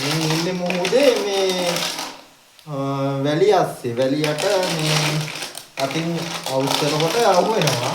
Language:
Sinhala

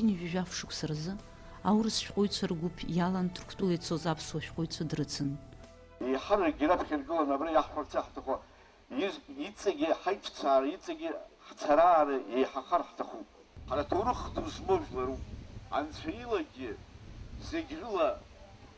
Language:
Abkhazian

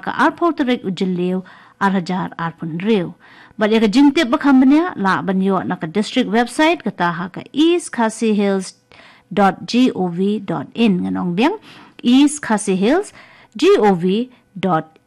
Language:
Khasi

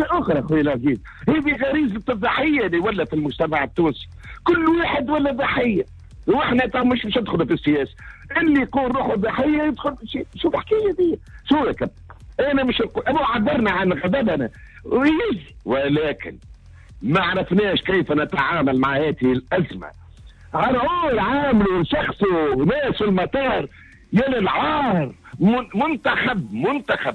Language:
Tunisian Arabic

